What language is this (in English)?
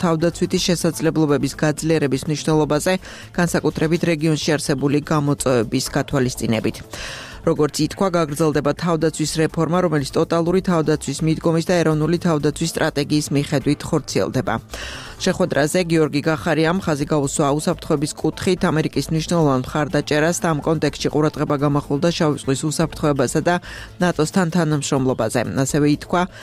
Georgian